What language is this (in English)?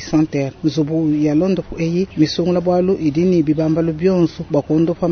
Luba-Lulua